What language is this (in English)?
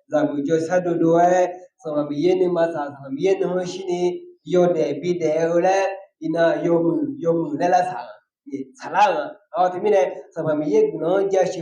Akha